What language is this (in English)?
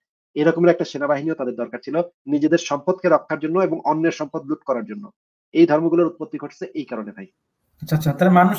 Bangla